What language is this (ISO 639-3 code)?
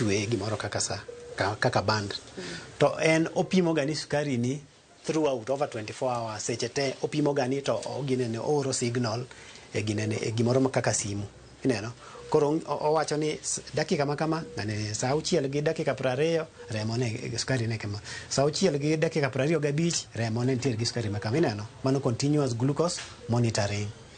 luo